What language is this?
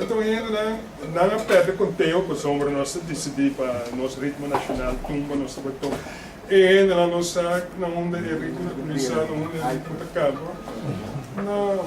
Papiamento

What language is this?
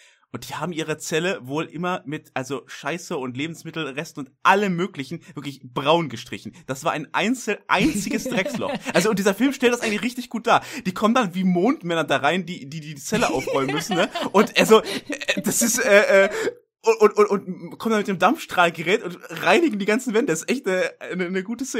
German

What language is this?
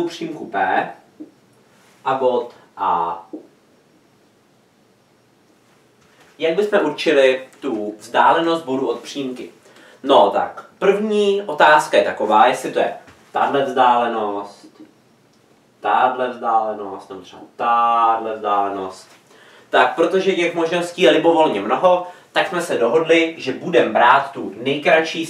Czech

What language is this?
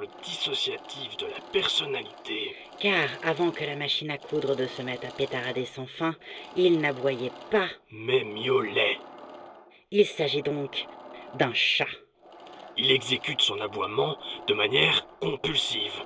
French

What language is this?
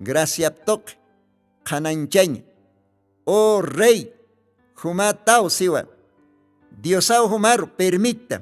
Aymara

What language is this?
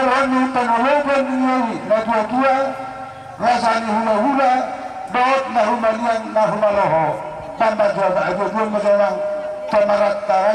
Batak Toba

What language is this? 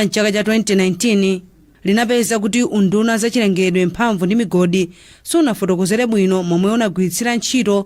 Nyanja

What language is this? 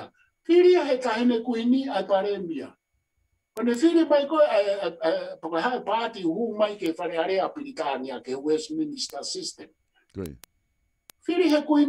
Tongan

